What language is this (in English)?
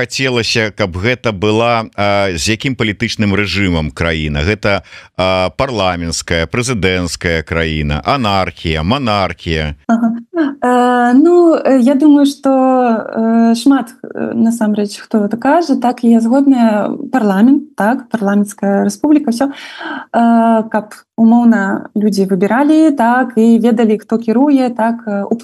Belarusian